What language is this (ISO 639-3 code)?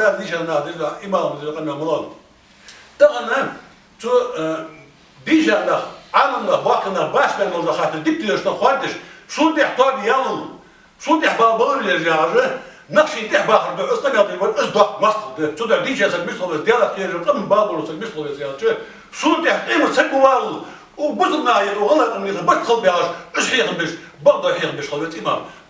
inh